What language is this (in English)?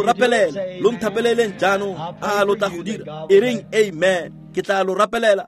Tswana